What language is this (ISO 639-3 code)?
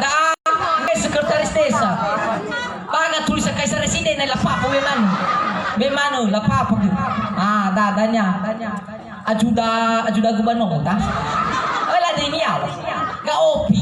nia